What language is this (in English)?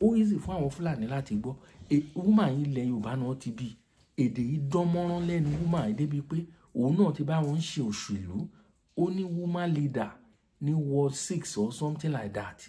Yoruba